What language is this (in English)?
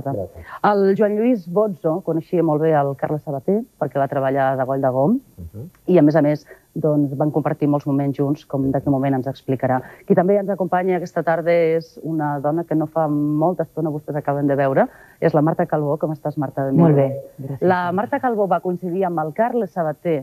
Catalan